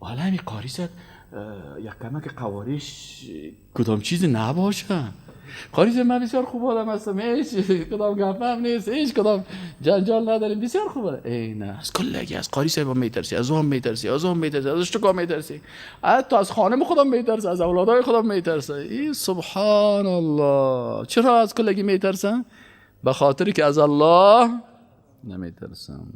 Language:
Persian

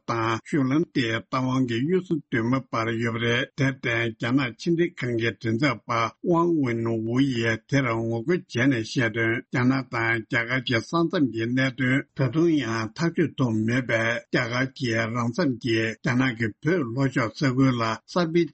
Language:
Tibetan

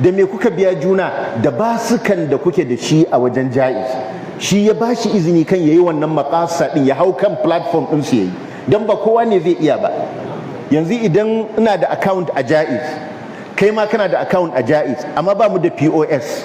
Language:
Hausa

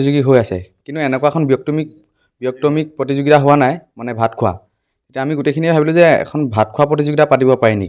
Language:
Assamese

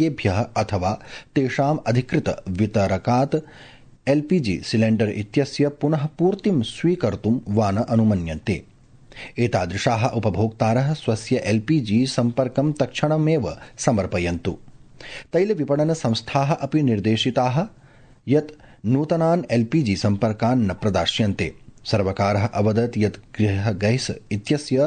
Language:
Sanskrit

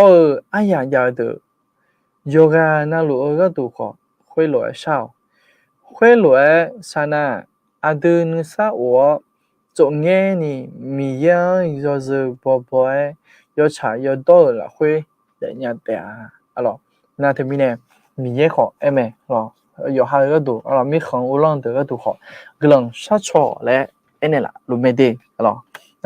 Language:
Akha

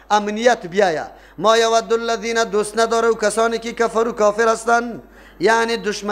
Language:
Persian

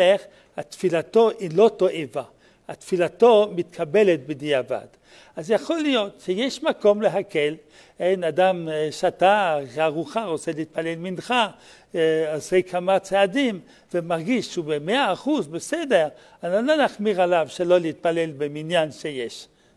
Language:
Hebrew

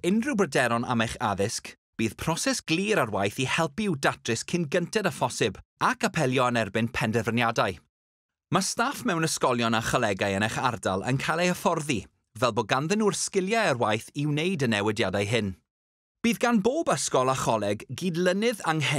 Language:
Welsh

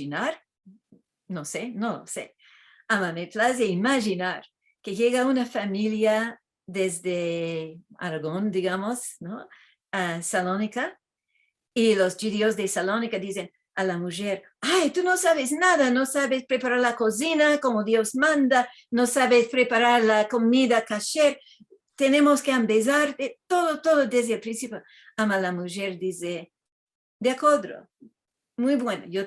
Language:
Ladino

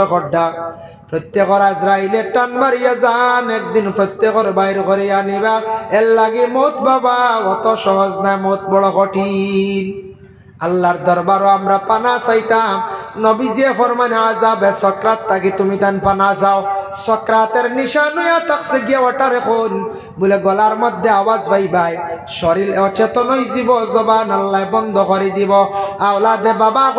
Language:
Sylheti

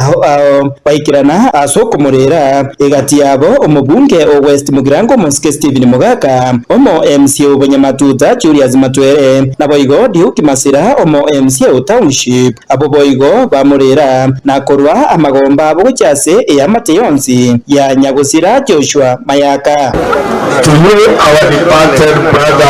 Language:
Gusii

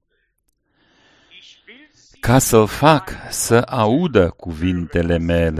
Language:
Romanian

